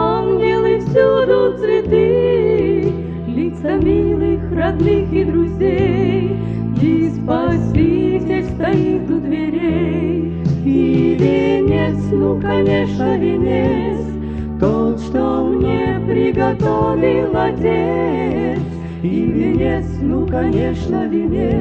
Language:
Russian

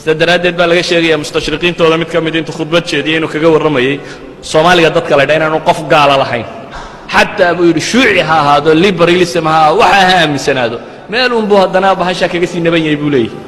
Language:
Somali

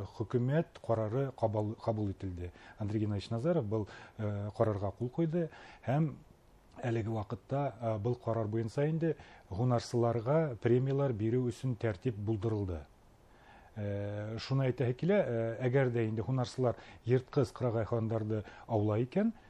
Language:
Bashkir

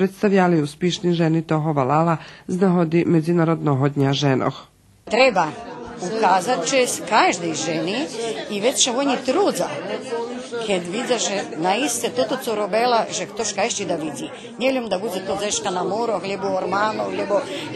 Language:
Rusyn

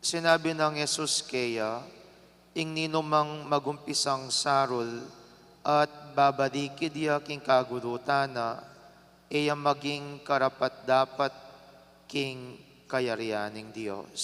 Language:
Pampanga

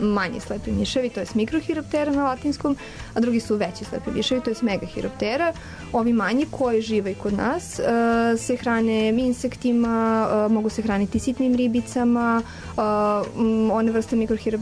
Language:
Serbian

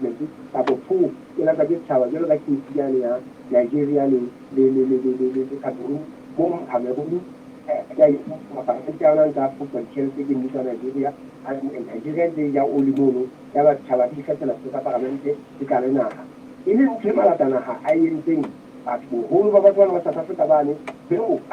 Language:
Southern Sotho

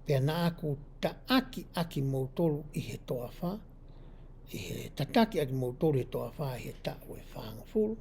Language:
Tongan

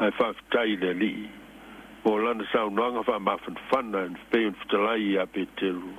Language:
Samoan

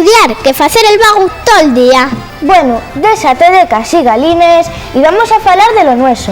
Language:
Asturian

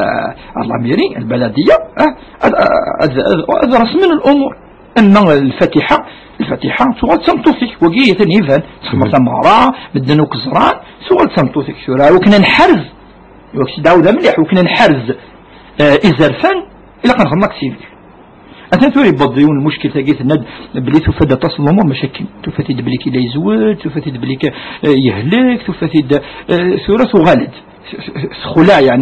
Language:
Kabyle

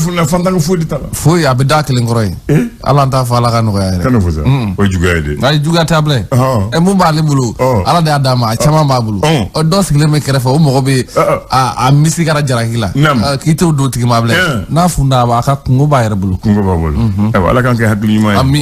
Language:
Bambara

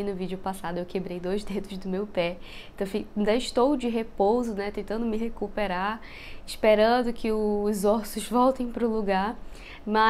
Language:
Portuguese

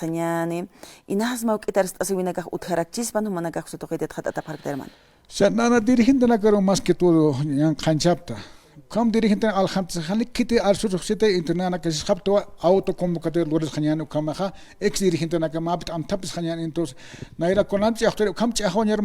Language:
Aymara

